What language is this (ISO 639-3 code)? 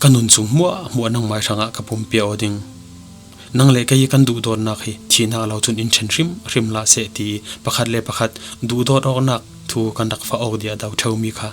cfm